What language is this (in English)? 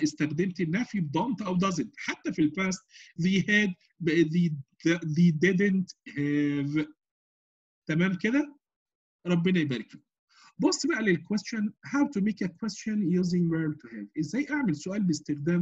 Egyptian Arabic